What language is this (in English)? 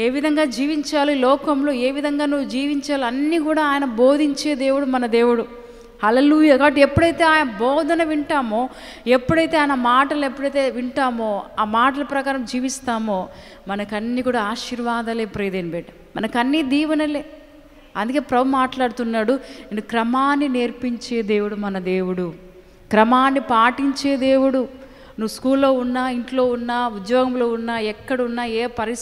Telugu